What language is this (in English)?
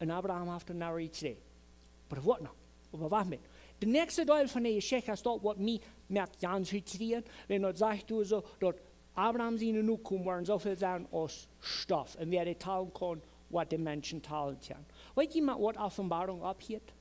Plautdietsch